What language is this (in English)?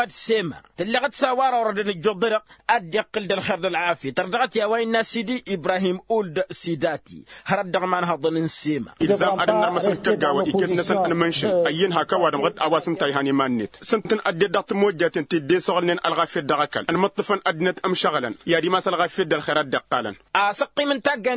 Tamasheq